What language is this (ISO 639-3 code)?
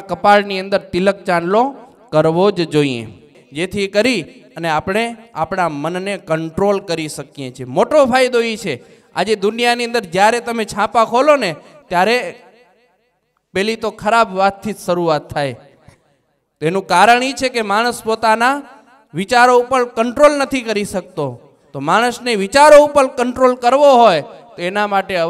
guj